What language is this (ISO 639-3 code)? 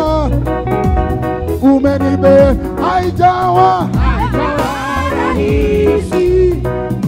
swa